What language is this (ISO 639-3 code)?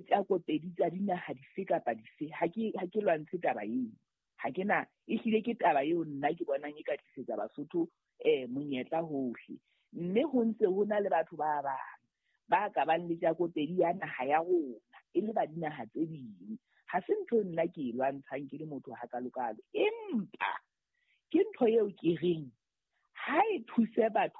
sot